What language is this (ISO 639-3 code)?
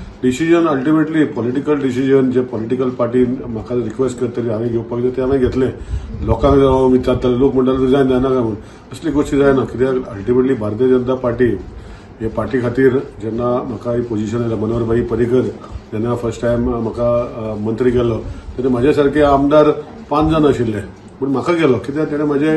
kok